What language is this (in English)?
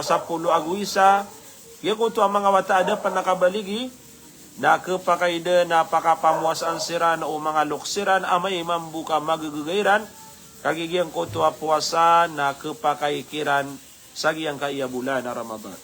Maranao